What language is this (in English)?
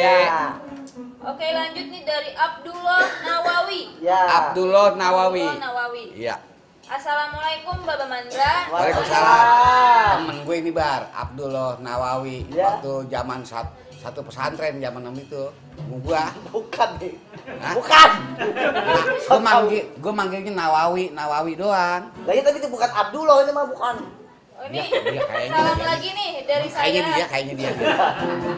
Betawi